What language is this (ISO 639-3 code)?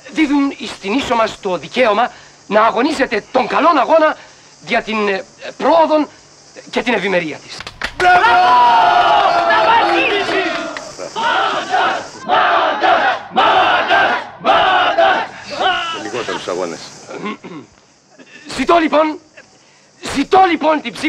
ell